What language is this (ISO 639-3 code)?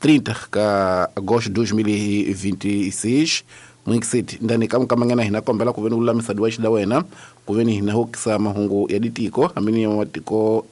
tso